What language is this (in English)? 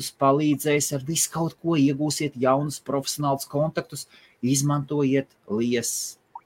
Latvian